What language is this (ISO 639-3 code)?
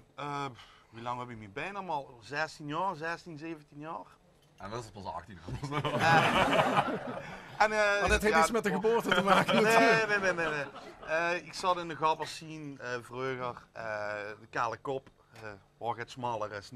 lim